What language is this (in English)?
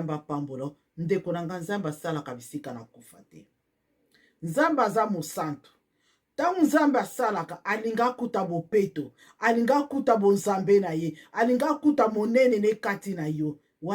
Lingala